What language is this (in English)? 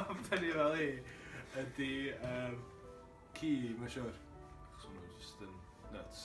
Welsh